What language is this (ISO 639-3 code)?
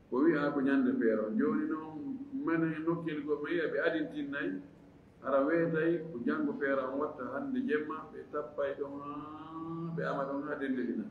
ful